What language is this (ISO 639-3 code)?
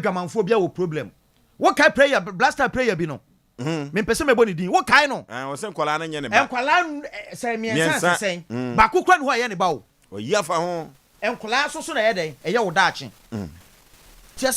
aka